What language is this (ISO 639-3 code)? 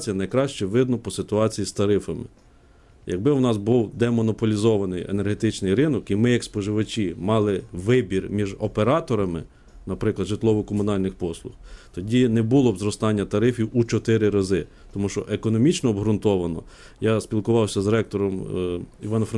ukr